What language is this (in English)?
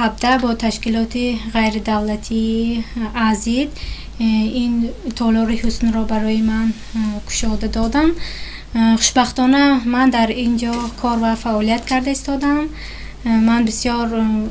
Tajik